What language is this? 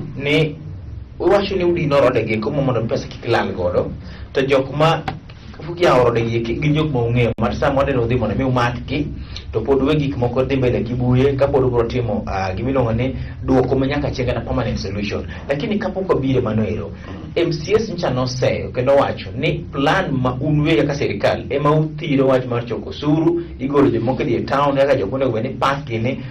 Luo (Kenya and Tanzania)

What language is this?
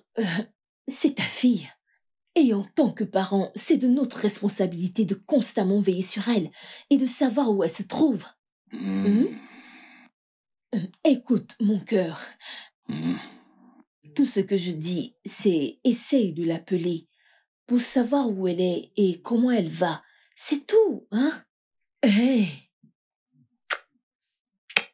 French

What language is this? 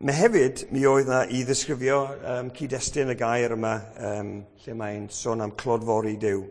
Welsh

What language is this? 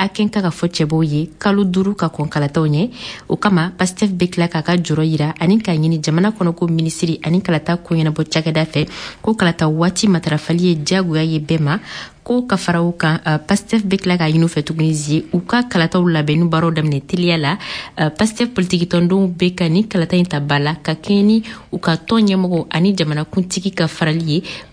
Bambara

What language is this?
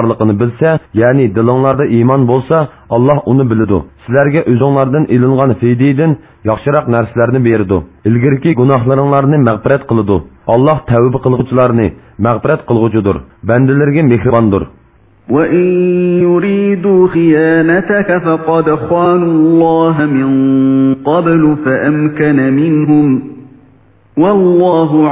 Uyghur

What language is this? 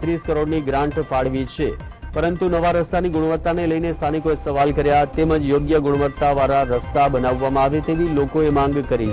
Gujarati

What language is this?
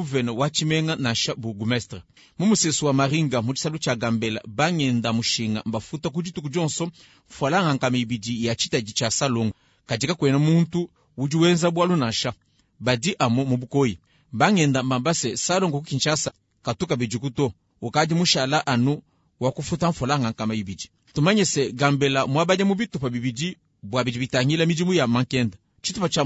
Luba-Lulua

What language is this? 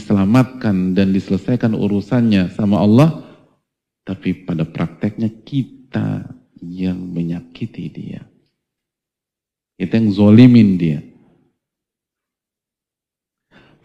Indonesian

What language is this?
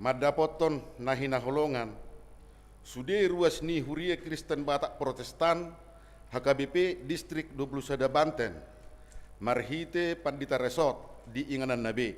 Batak Toba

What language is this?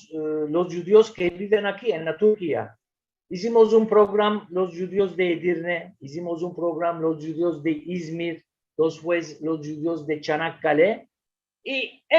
Ladino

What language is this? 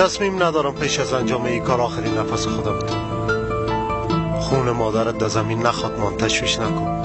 Persian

